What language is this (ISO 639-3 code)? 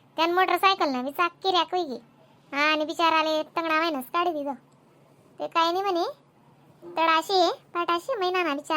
khn